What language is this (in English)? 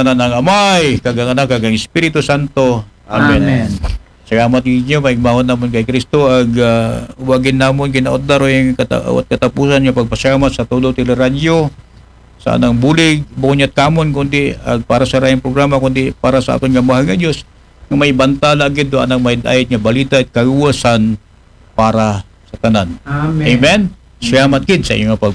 Aklanon